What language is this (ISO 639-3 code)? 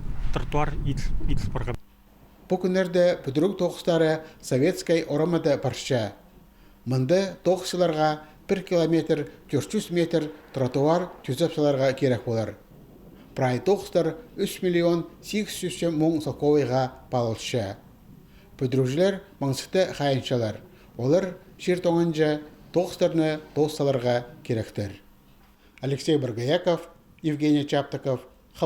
kjh